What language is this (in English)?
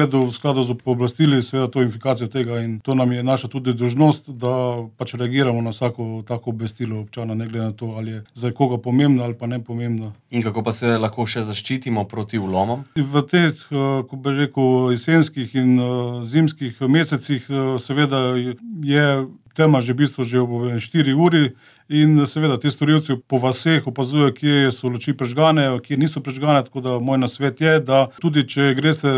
Slovenian